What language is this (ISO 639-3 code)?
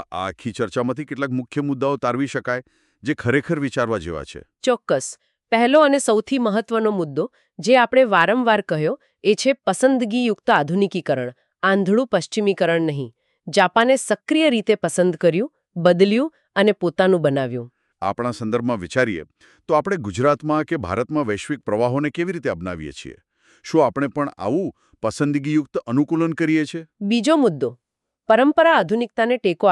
guj